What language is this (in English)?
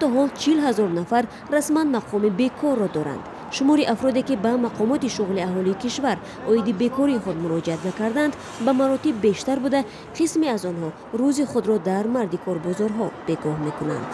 Tajik